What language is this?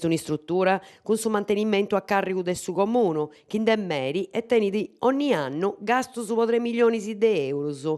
Sardinian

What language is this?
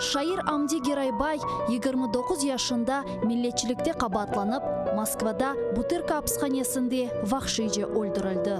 Crimean Tatar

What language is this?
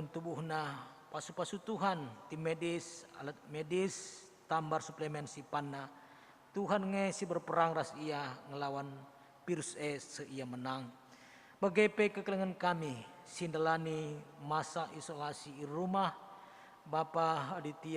Batak Karo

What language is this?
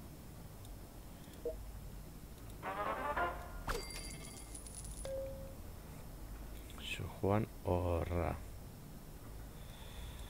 Basque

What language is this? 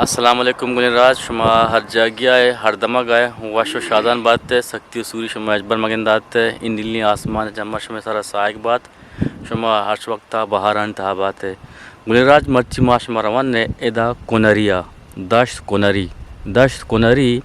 Eastern Balochi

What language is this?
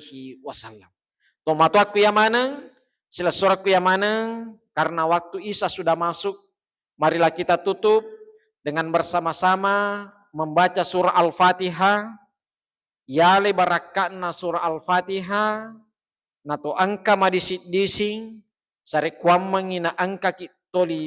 Buginese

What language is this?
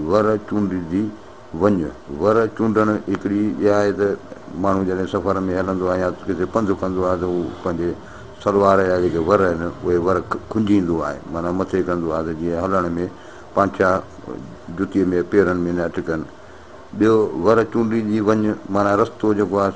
Sindhi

